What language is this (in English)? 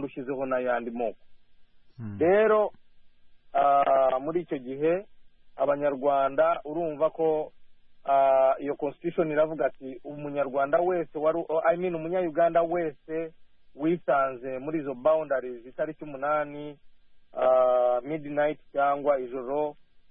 Kinyarwanda